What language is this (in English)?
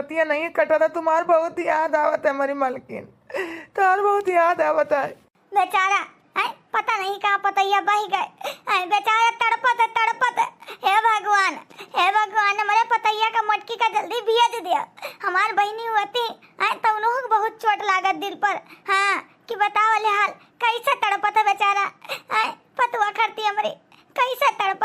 Awadhi